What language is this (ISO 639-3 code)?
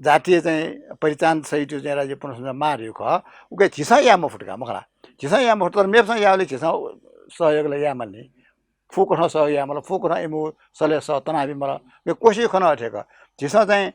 new